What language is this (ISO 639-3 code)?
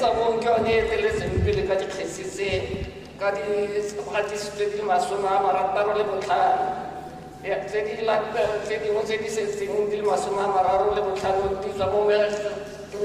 tsn